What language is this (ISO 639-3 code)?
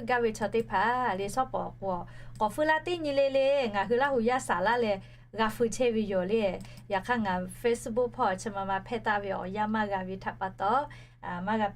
lhu